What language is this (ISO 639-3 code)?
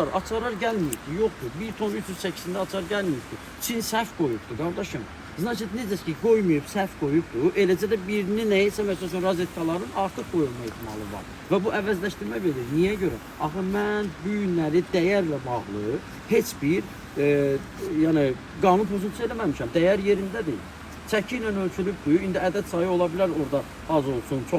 aze